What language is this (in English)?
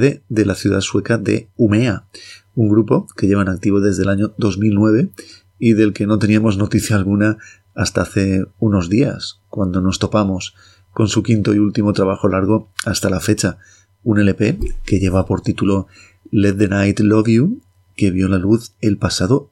Spanish